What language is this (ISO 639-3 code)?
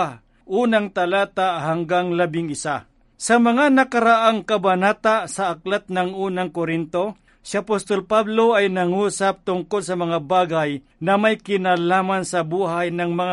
fil